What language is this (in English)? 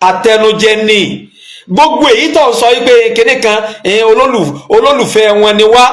Yoruba